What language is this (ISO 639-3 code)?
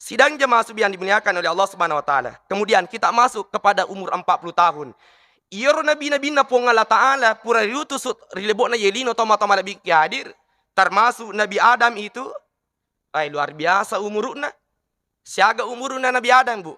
bug